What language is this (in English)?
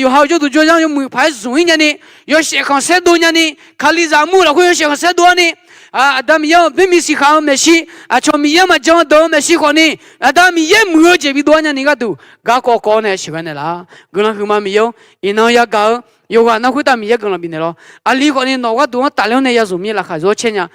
Akha